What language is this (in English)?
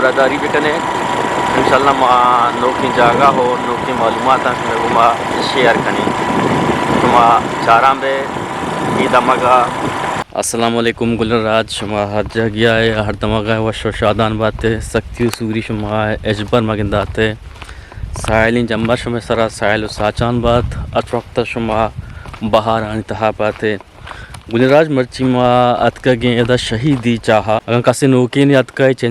Eastern Balochi